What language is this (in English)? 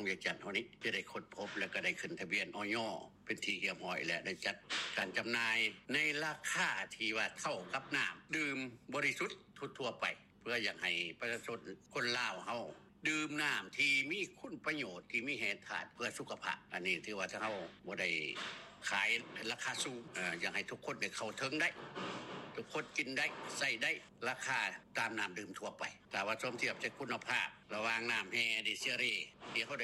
Lao